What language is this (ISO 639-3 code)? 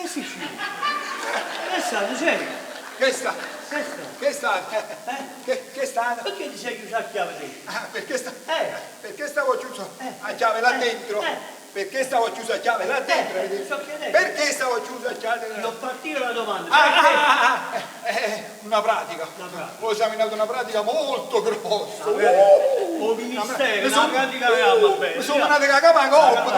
nap